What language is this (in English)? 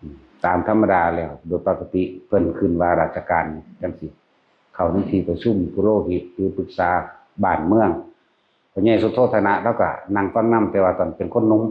Northeastern Thai